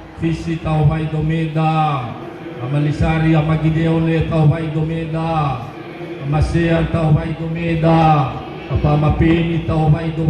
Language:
Nias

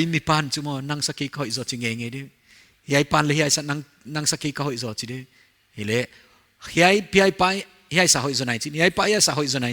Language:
Paite Chin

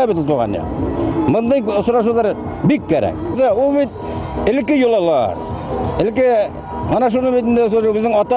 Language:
Bashkir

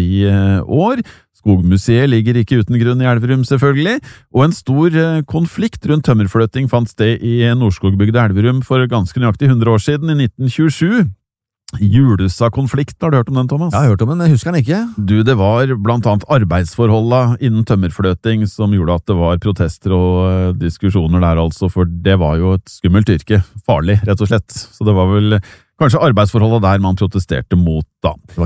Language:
Norwegian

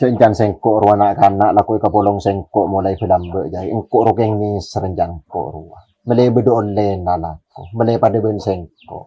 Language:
Madurese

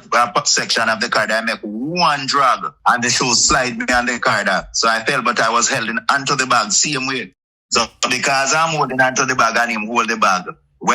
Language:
Jamaican Creole English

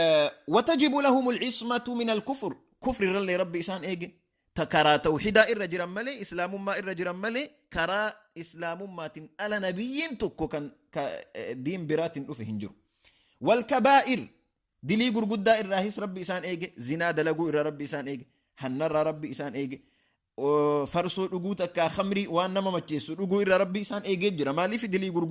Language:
Oromo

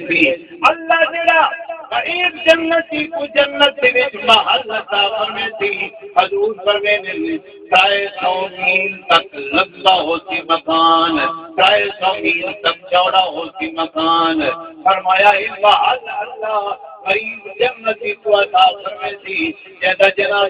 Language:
Saraiki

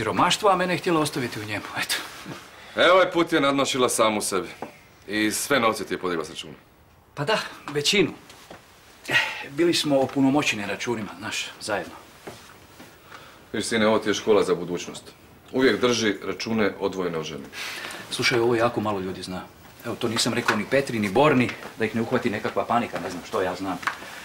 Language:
Croatian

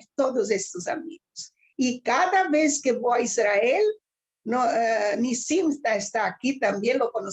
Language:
Ladino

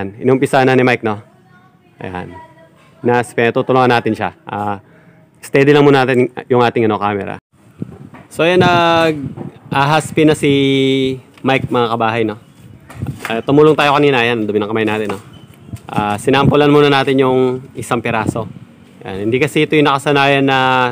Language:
Filipino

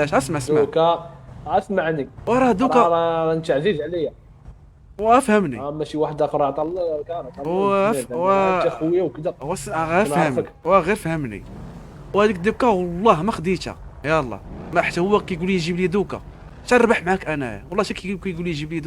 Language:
Moroccan Arabic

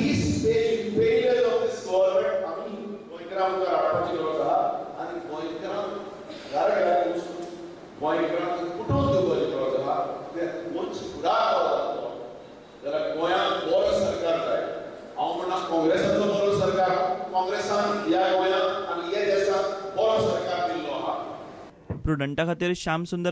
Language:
Konkani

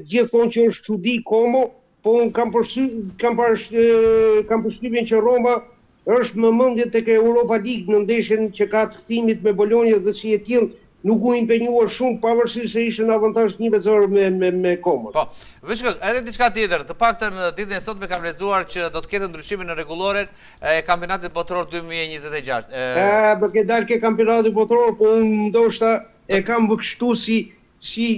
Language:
Albanian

